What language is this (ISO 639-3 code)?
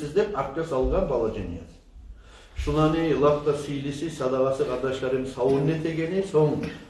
kum